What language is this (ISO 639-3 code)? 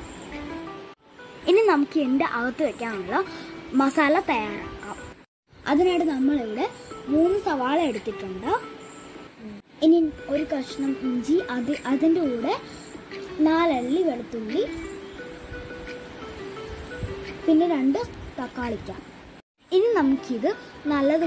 mal